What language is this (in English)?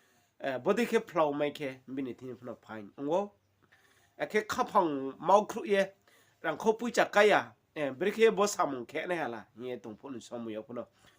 Riang (India)